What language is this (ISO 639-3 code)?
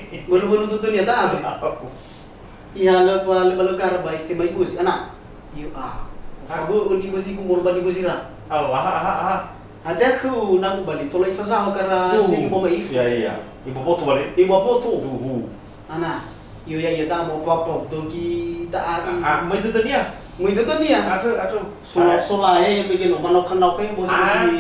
nia